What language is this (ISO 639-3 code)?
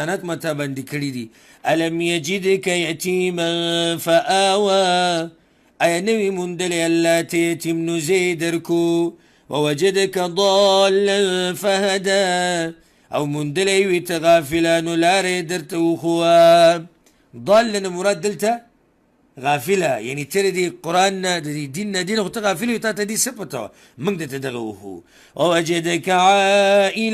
pus